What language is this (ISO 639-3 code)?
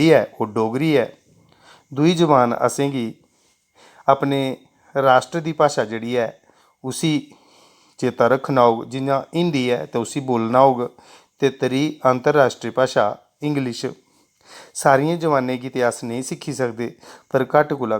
doi